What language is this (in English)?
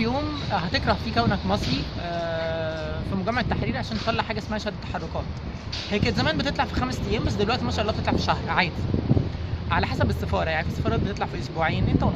Egyptian Arabic